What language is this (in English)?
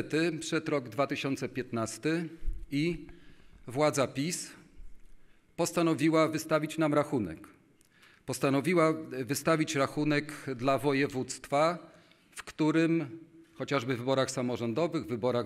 Polish